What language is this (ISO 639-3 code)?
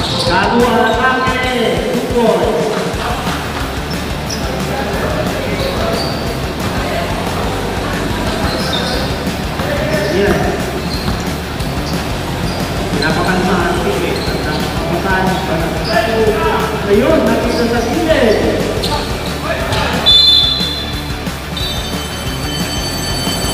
fil